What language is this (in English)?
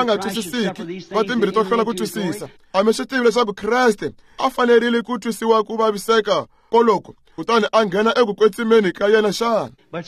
Tsonga